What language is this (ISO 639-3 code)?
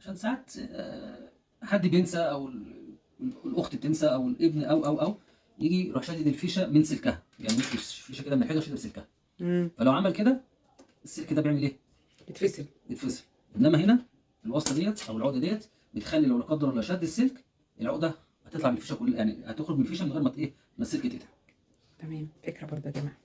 arz